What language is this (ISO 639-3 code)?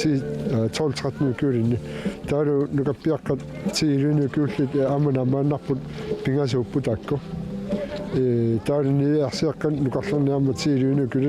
kal